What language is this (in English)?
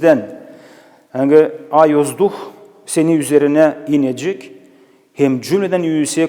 Gagauz